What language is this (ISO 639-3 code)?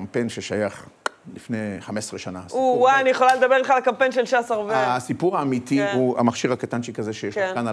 heb